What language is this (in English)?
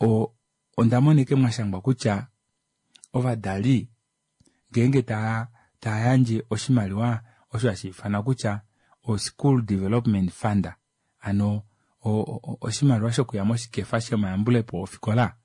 Kuanyama